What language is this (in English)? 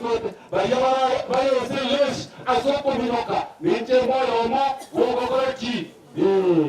Gusii